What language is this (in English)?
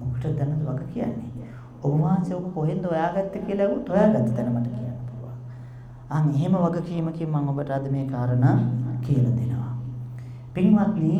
Sinhala